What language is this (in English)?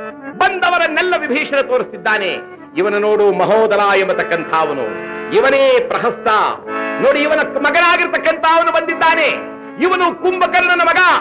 Kannada